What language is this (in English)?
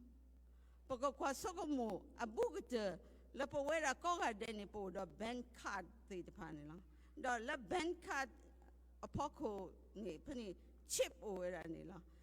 S'gaw Karen